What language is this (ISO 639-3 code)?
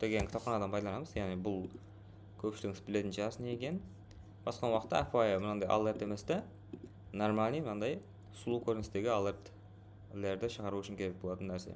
kaa